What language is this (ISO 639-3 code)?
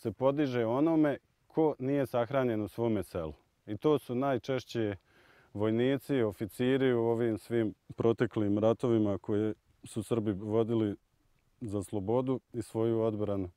bos